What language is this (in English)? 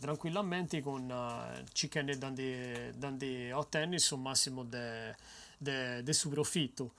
Sardinian